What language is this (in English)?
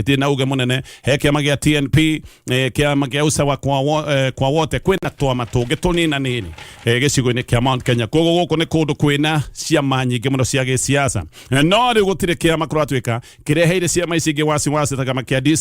Kikuyu